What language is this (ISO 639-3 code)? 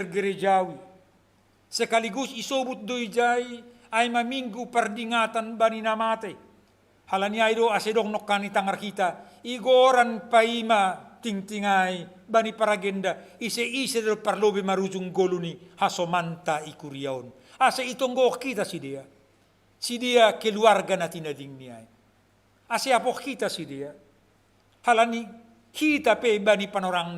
bts